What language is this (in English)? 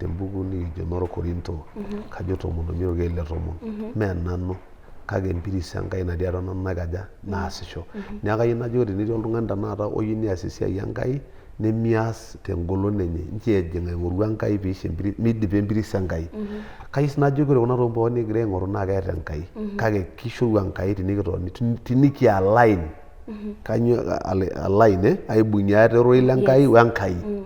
Masai